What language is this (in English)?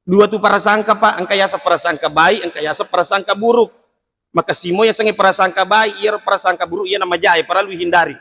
Buginese